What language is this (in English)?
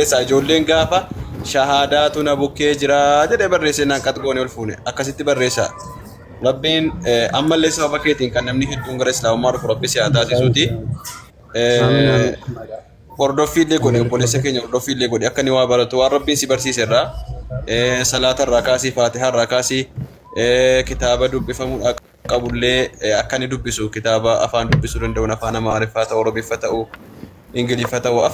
Oromo